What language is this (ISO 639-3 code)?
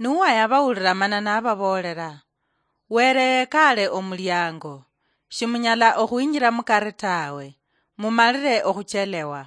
luy